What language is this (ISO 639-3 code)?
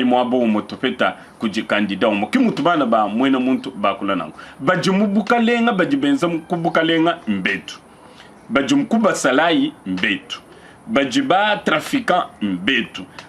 lua